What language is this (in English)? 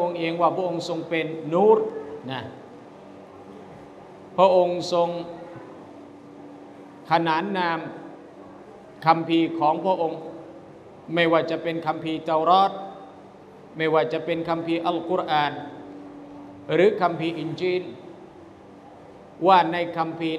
Thai